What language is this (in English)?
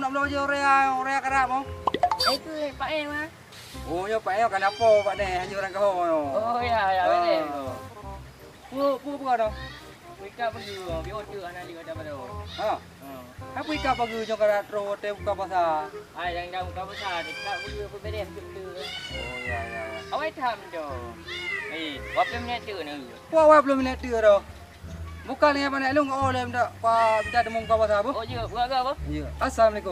Achinese